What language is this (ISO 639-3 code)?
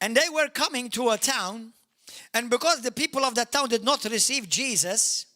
eng